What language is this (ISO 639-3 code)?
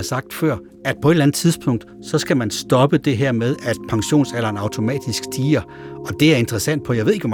dan